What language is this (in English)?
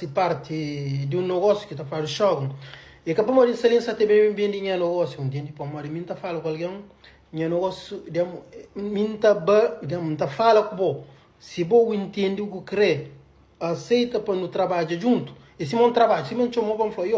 Kabuverdianu